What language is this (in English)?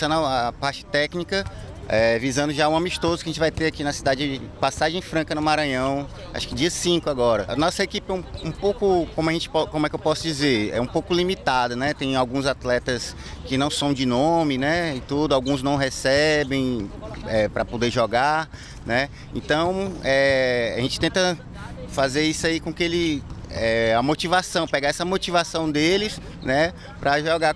Portuguese